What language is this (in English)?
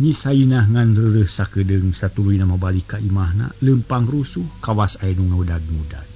Sundanese